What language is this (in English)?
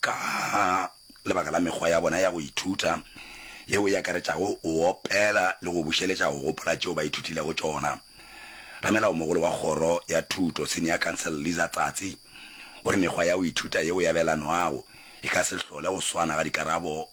Northern Sotho